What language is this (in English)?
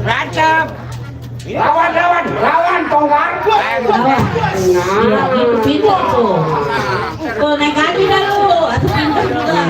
Betawi